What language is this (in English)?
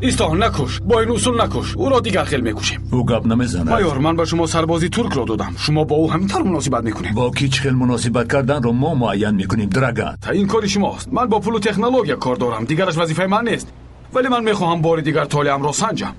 Tajik